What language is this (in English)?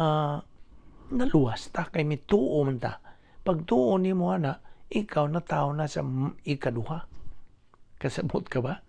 Cebuano